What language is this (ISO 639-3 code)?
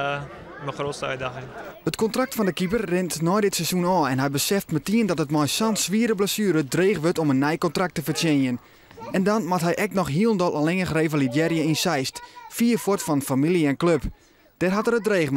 fry